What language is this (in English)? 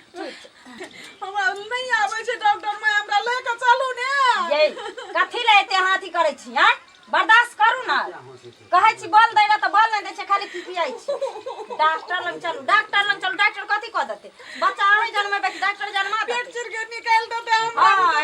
Maithili